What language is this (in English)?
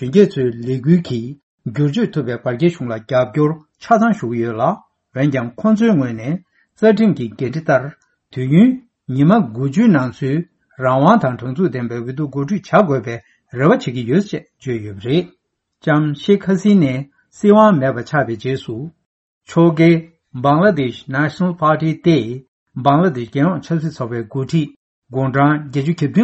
Tibetan